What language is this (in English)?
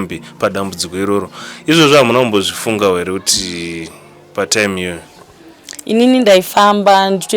Shona